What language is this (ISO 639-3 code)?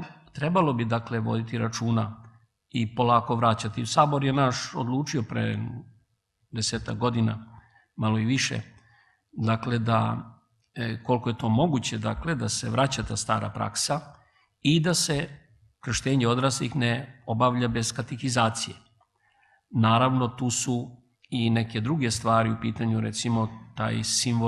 srp